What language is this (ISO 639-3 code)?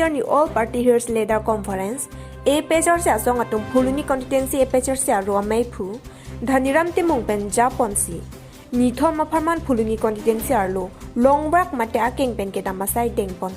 mjw